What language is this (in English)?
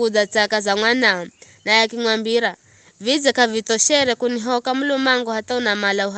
Giryama